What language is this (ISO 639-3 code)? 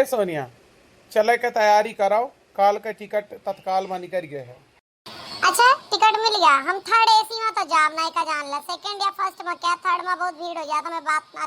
awa